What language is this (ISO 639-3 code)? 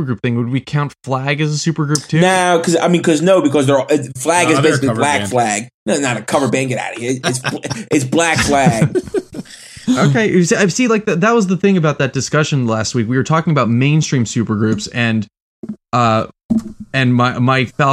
eng